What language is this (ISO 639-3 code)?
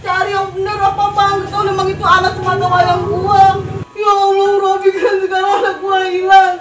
bew